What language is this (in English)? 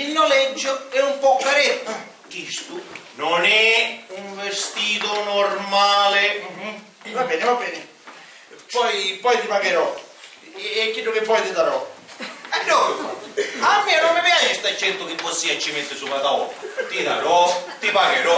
Sicilian